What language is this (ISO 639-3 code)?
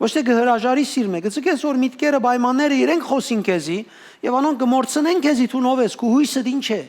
hyw